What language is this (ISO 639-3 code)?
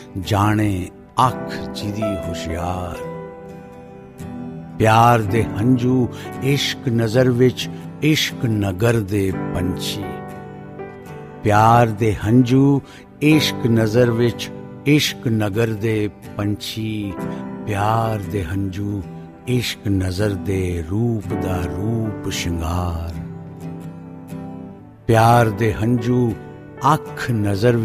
pan